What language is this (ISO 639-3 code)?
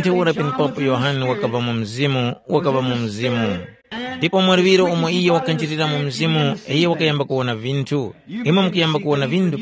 tum